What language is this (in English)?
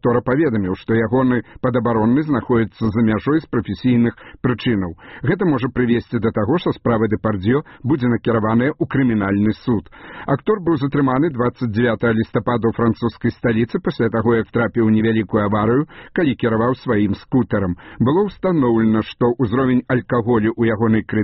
Belarusian